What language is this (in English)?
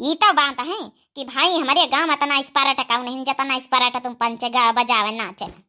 Awadhi